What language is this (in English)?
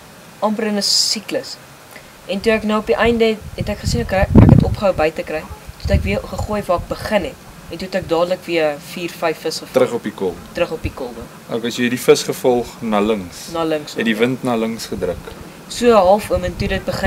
Afrikaans